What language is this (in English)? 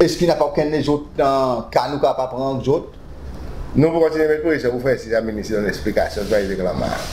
Seselwa Creole French